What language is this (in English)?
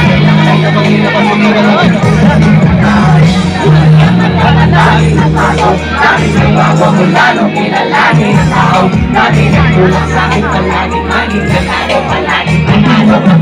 Filipino